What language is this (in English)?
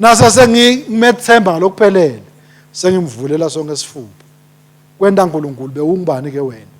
Swati